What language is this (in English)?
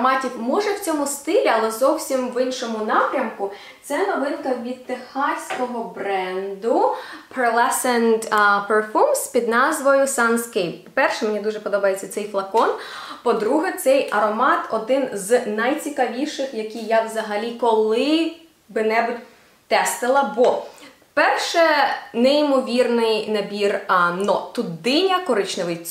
Ukrainian